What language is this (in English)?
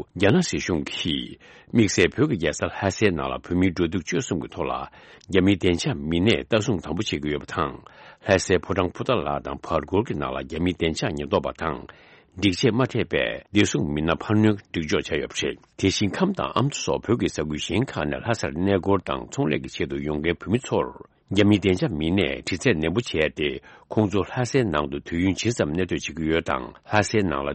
Tibetan